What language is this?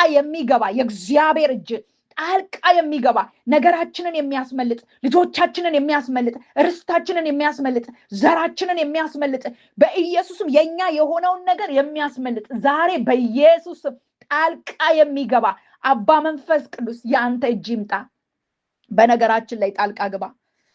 Amharic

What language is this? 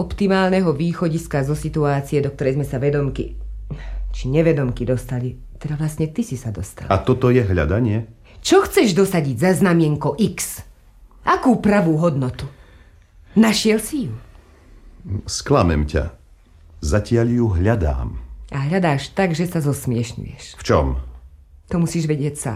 Slovak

